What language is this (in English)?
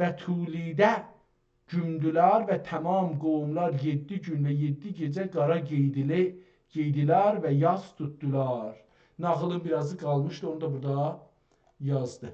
South Azerbaijani